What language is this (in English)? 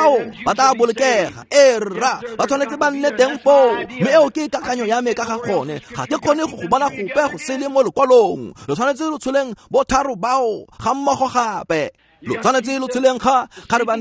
Tswana